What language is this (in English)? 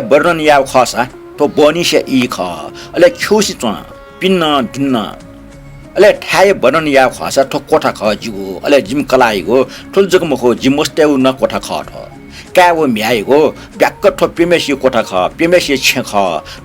Newari